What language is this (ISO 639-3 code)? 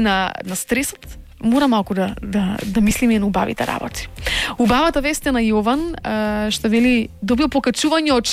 mkd